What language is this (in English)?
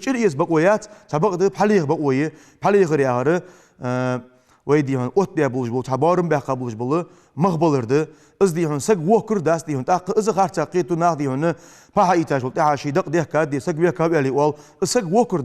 Ingush